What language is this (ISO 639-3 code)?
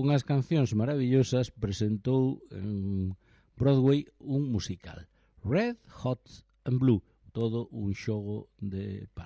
glg